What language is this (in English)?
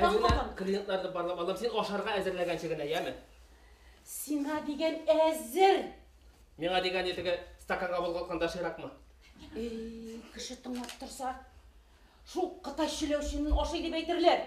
Bashkir